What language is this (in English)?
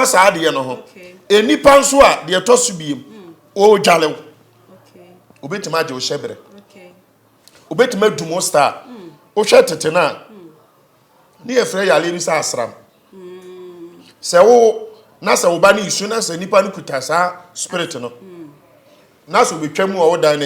Akan